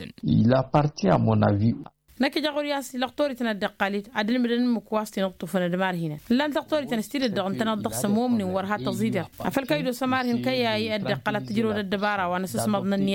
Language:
Tamasheq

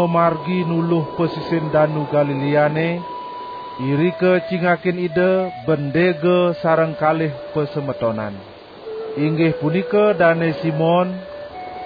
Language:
Balinese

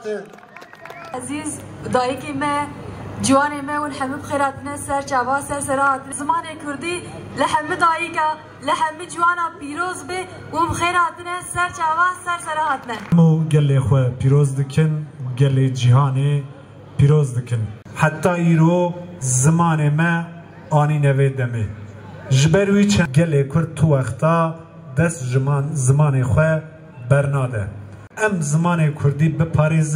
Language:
Kurdish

